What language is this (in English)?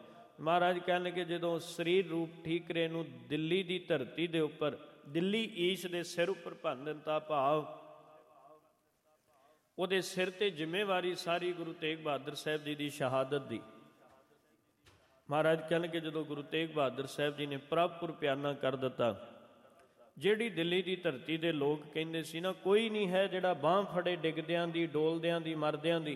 Punjabi